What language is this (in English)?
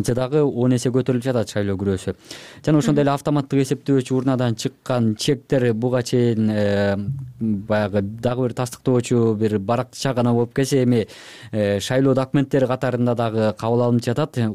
Kyrgyz